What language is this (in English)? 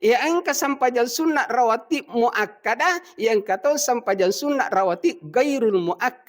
Buginese